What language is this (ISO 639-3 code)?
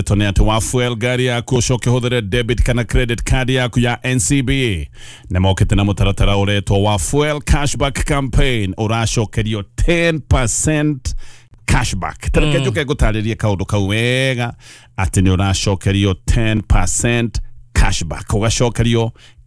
kik